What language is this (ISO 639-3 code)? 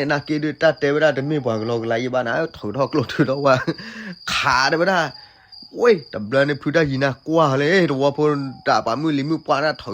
ksw